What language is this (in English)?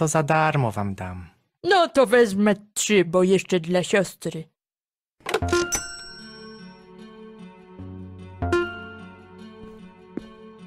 Polish